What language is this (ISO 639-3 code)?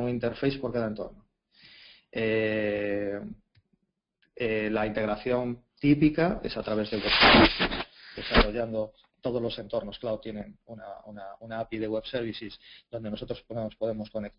spa